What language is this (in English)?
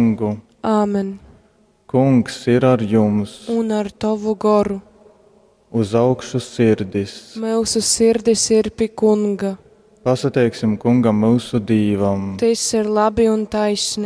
Latgalian